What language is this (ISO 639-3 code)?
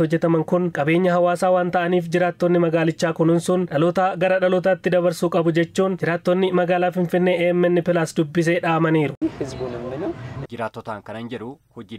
orm